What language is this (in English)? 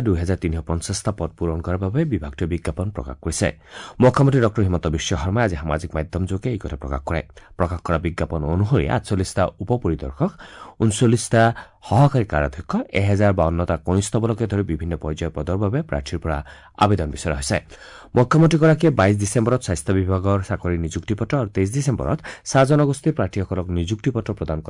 Assamese